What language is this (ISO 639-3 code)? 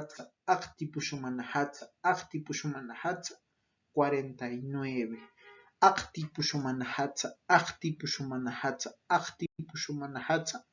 tos